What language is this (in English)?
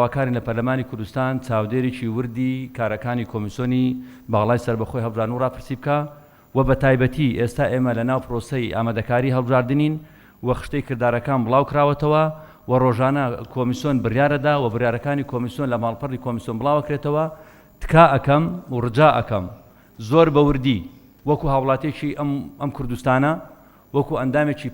Central Kurdish